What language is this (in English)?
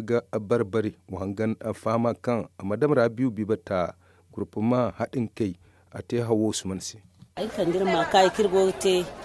Zarma